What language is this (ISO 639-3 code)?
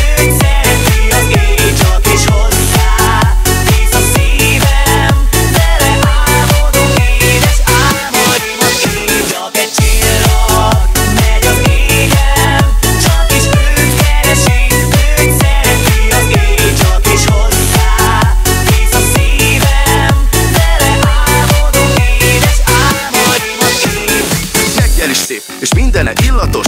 hun